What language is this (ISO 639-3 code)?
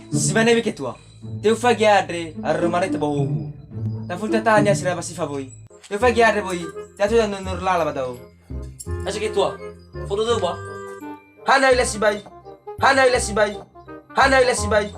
nia